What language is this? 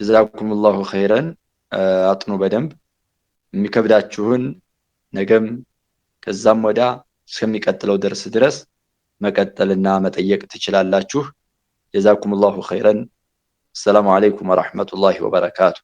Amharic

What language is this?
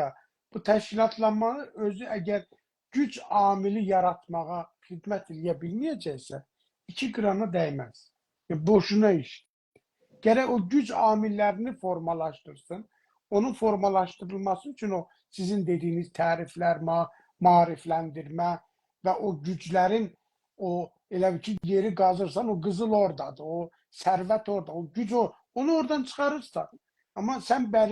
South Azerbaijani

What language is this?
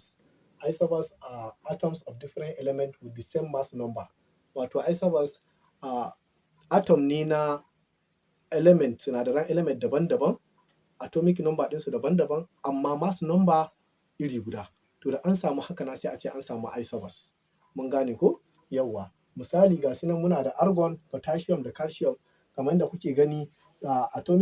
Hausa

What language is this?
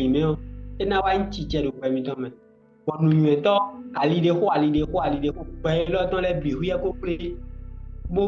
Fon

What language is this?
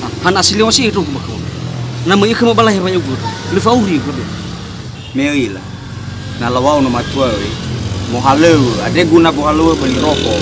Nias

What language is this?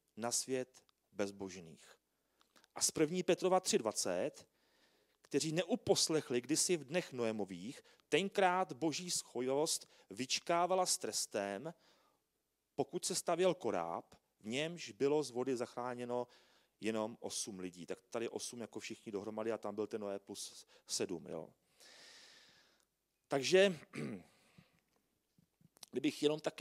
Czech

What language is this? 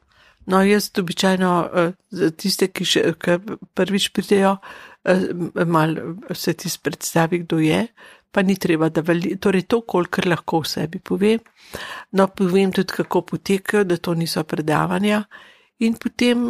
Slovenian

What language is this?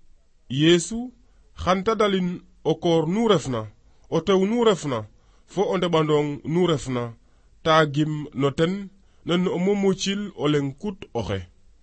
Serer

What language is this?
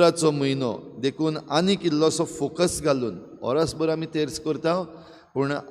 Konkani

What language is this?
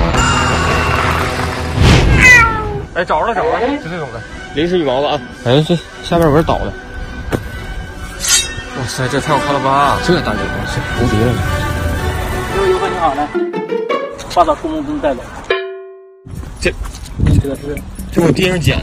Chinese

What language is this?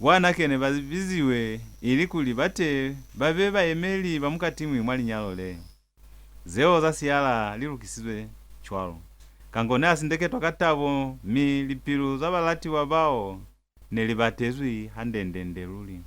Lozi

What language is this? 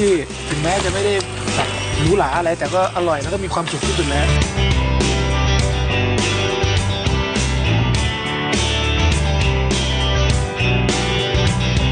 Thai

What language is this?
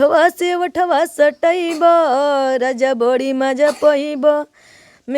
Bhojpuri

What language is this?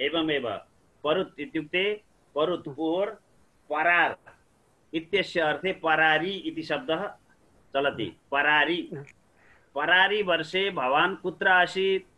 Sanskrit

